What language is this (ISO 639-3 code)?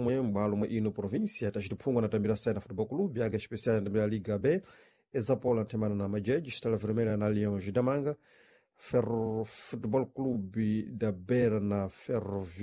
seh